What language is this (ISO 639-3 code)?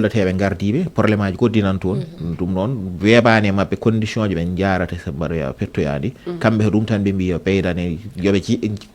ful